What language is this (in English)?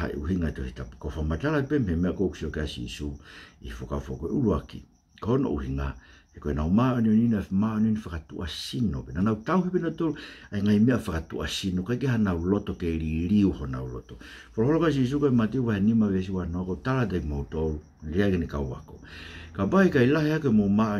Tongan